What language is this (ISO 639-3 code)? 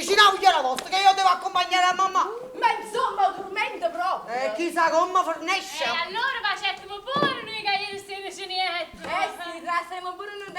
nap